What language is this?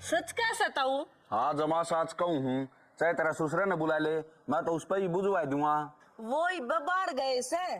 Haryanvi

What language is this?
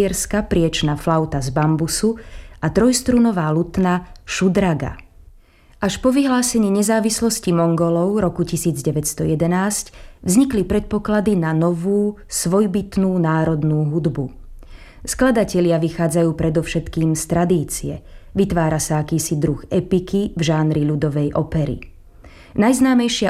Slovak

